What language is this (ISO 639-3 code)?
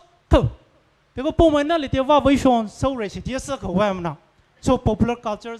pmx